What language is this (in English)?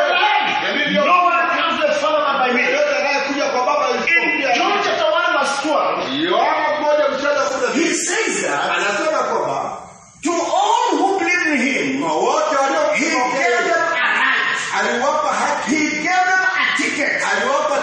Swahili